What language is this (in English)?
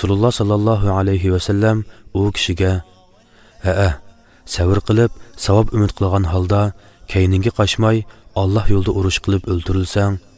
Uyghur